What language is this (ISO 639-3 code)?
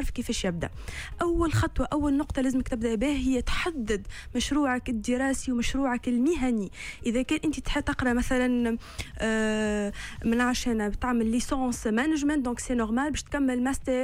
aeb